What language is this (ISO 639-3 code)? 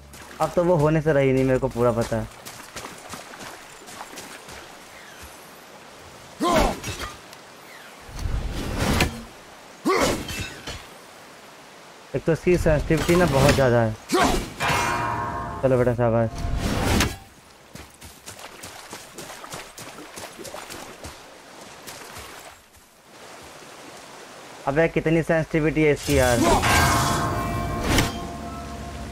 hin